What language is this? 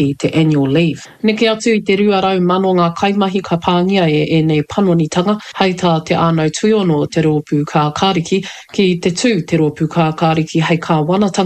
Māori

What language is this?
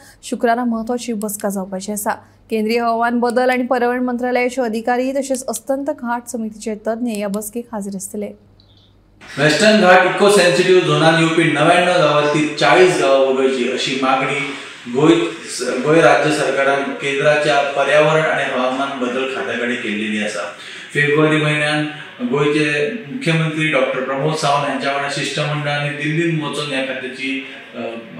Konkani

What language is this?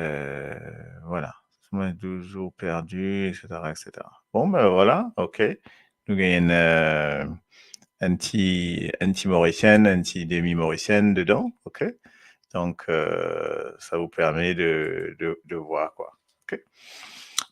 Morisyen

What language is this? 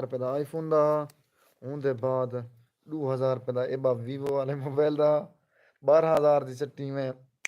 Saraiki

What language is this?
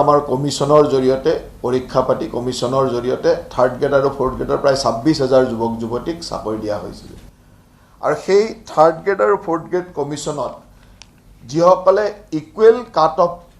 Assamese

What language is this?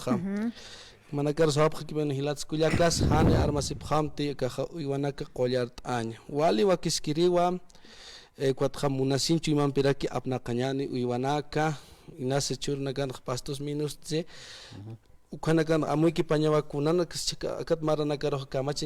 Aymara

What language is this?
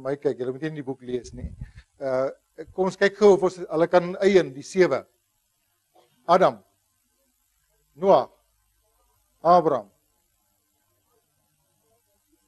Afrikaans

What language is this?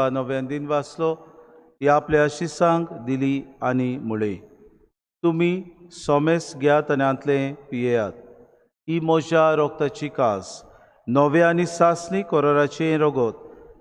Konkani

